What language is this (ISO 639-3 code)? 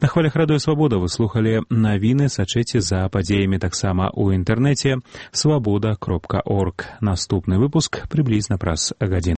bel